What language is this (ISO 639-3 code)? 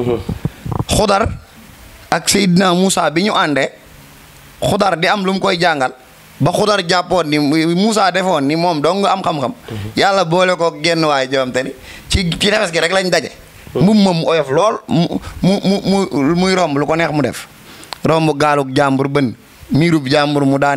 wol